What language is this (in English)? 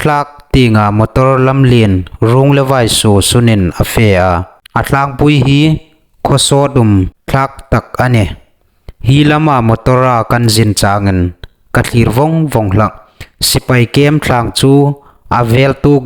Hmar